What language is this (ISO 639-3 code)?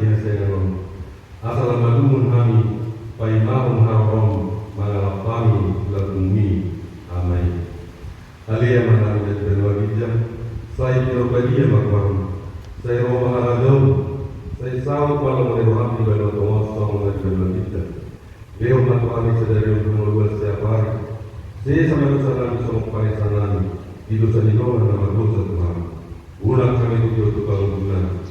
bbc